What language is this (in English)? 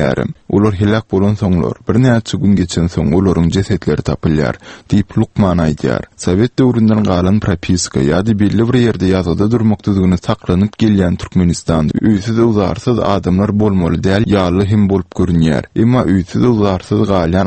Turkmen